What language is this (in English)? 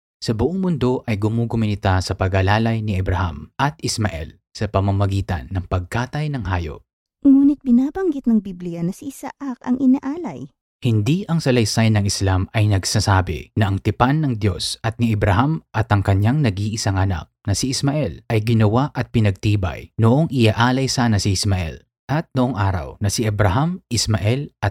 Filipino